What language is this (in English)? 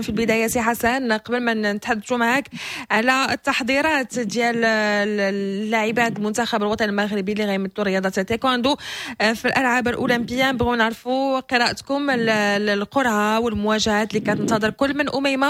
Moroccan Arabic